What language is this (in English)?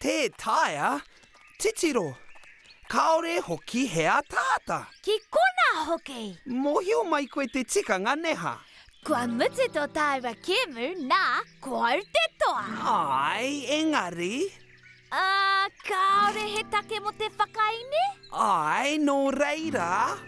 Māori